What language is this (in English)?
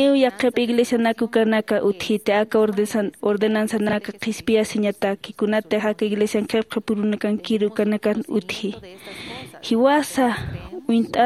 Aymara